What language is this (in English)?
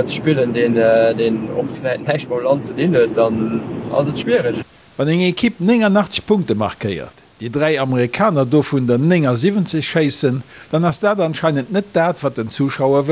Luxembourgish